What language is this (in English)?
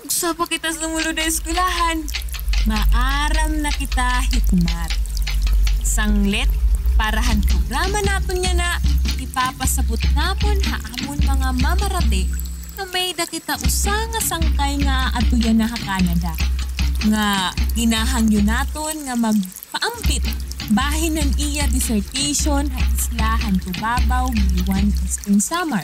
Waray